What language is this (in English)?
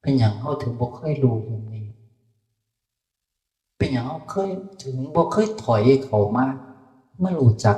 Northeastern Thai